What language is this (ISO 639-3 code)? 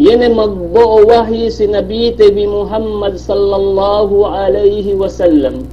yka